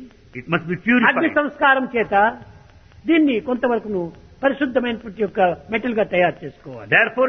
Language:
Telugu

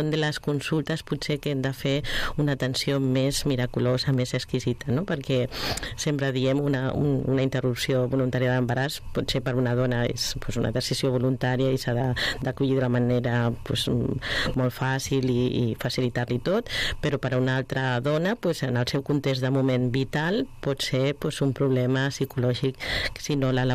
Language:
Catalan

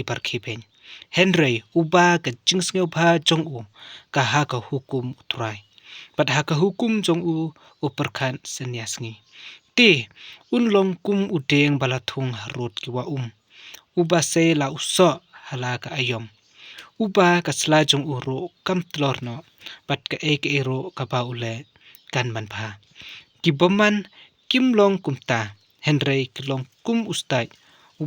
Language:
Khasi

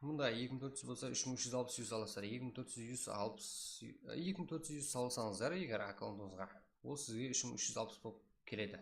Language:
Kara-Kalpak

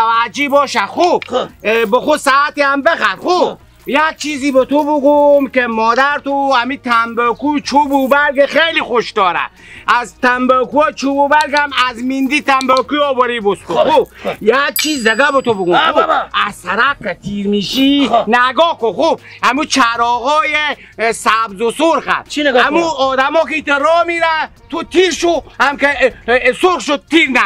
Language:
Persian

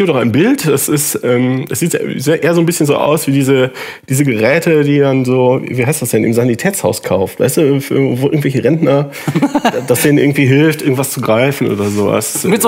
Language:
German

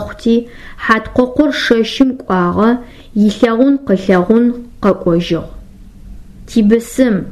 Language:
Adyghe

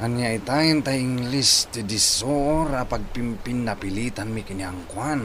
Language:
Iloko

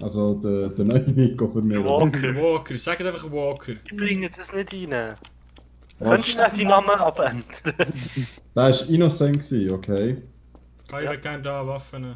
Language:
Swiss German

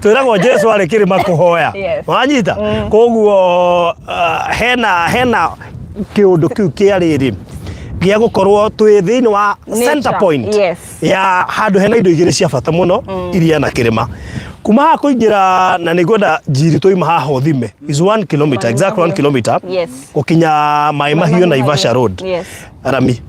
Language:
Kikuyu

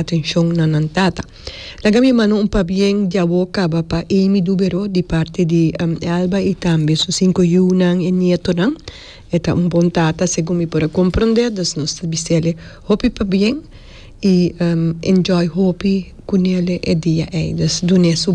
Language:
Papiamento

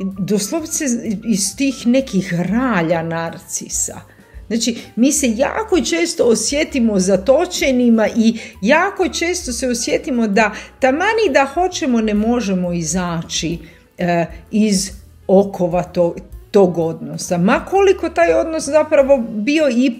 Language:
Croatian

